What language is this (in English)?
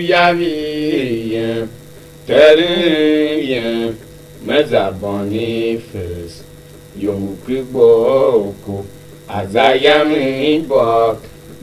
Tiv